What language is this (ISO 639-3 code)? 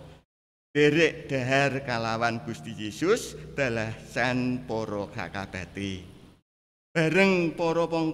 jav